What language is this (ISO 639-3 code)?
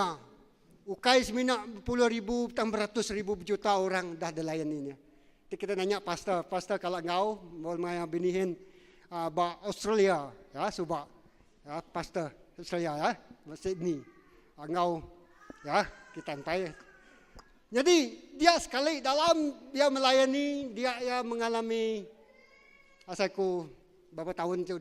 iba